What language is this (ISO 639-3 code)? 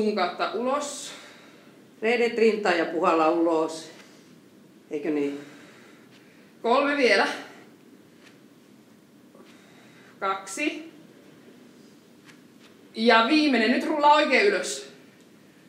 fin